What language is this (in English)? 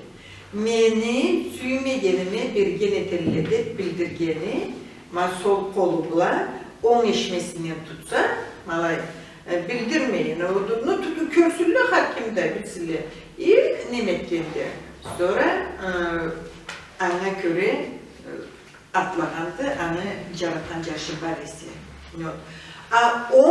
Karachay-Balkar